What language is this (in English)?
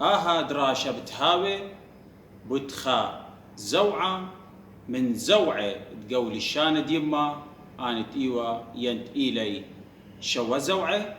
Assyrian Neo-Aramaic